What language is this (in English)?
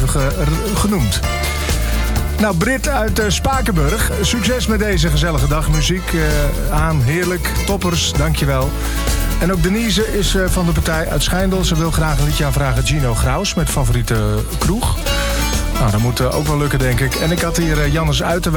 Dutch